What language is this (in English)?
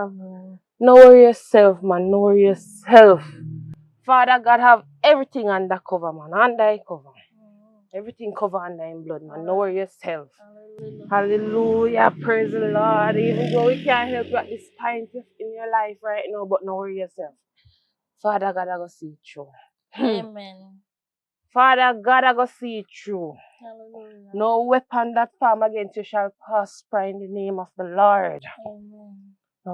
Jamaican Creole English